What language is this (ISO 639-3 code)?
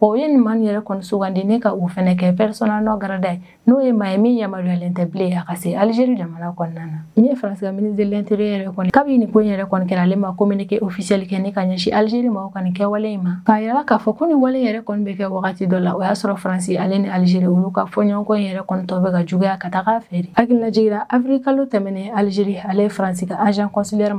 bam